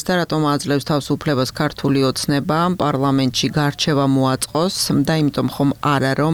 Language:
Georgian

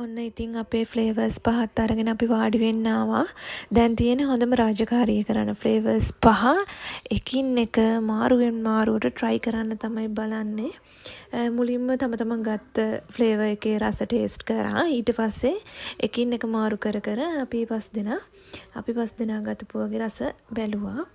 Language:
Sinhala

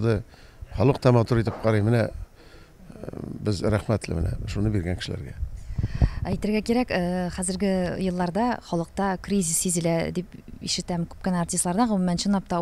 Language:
Tatar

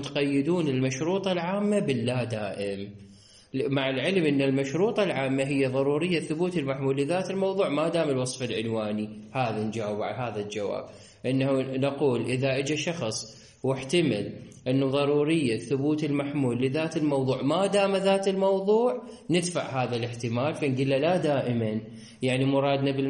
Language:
Mesopotamian Arabic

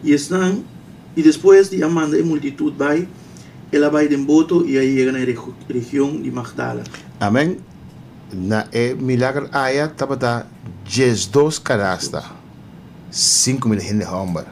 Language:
Papiamento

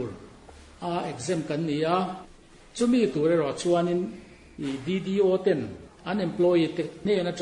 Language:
Mizo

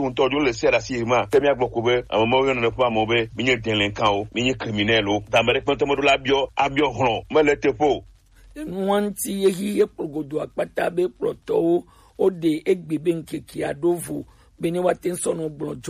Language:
Gen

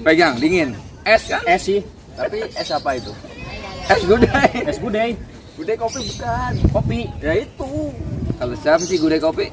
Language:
Betawi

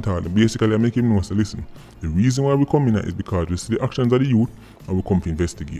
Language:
Jamaican Creole English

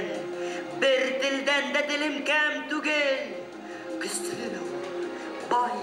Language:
Bashkir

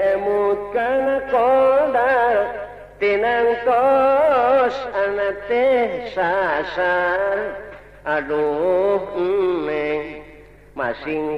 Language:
Sundanese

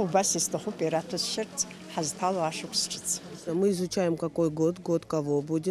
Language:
Abkhazian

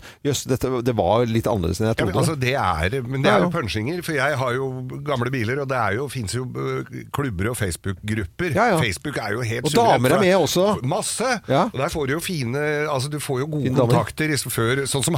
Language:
Norwegian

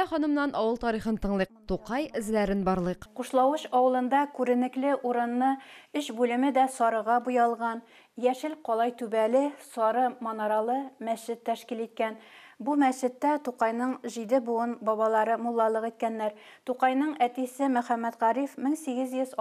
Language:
Tatar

